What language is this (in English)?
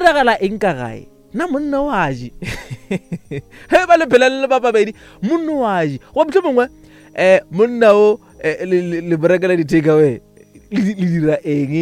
Northern Sotho